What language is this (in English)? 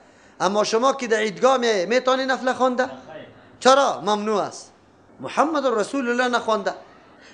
Persian